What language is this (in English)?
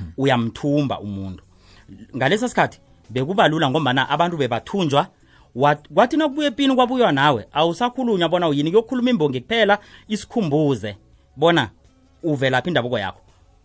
South Ndebele